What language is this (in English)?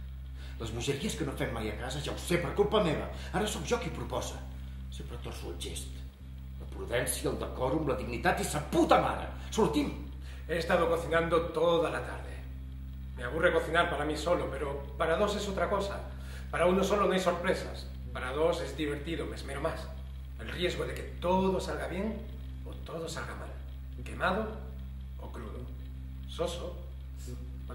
Catalan